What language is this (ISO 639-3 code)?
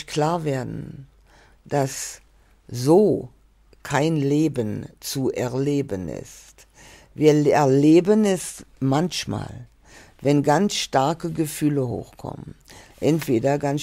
deu